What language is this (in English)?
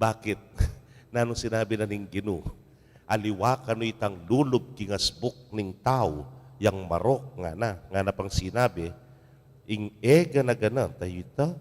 Pampanga